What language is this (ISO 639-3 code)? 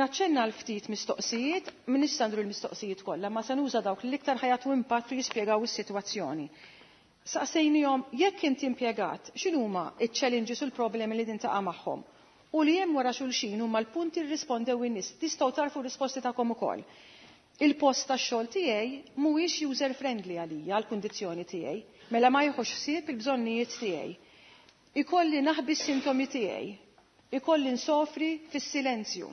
mlt